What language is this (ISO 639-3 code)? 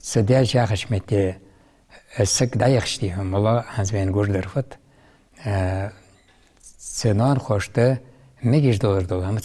inh